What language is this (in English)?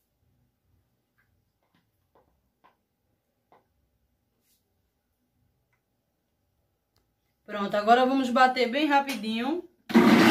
Portuguese